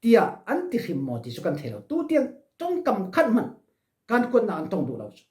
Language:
Falam Chin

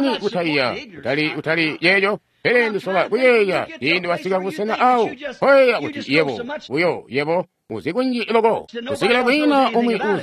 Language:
Tonga (Zambia)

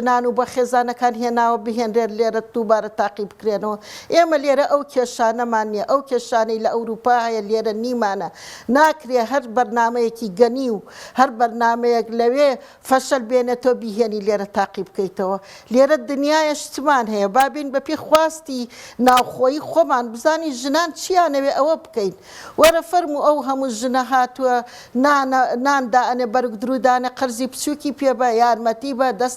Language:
Central Kurdish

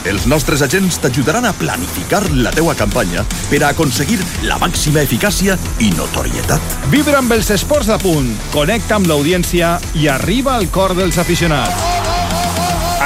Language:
Catalan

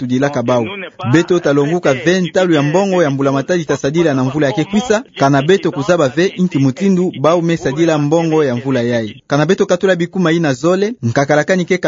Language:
Kituba (Democratic Republic of Congo)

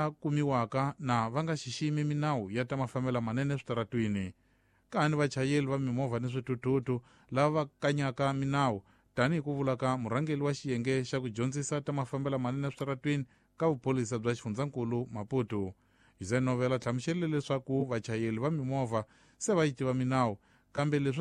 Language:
Tsonga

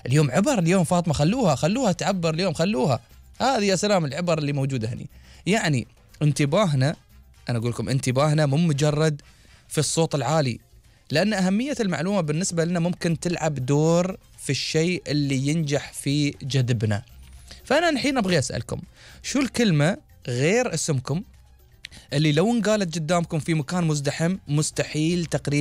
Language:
Gulf Arabic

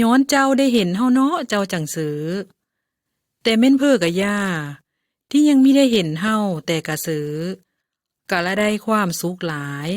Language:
Lao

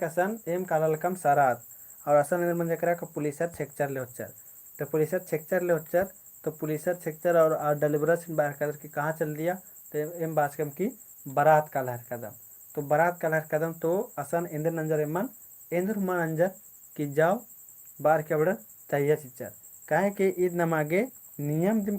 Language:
Kurukh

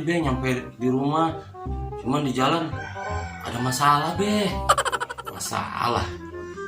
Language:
Betawi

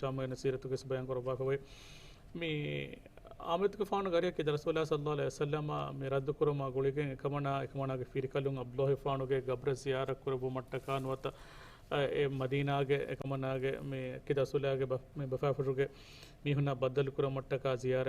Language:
Divehi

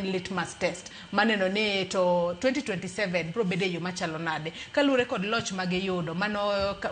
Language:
Luo (Kenya and Tanzania)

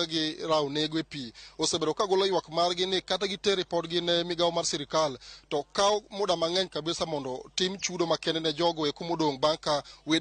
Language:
Luo (Kenya and Tanzania)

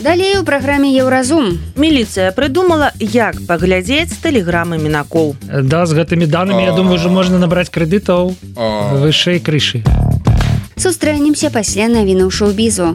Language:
Belarusian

